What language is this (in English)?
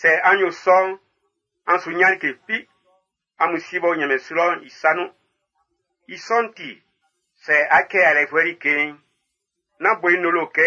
Baoulé